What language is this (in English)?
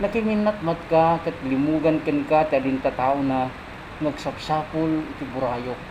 Iloko